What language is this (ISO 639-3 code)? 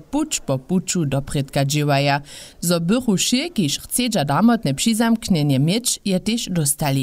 hsb